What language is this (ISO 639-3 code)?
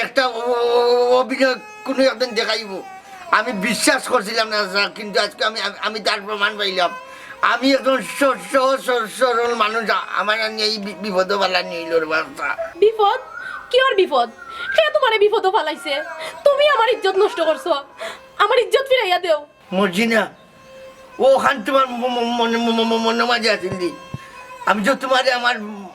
syl